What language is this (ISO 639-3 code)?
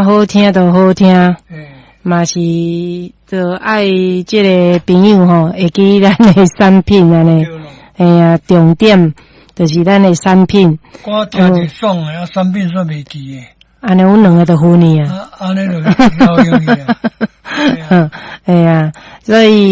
nan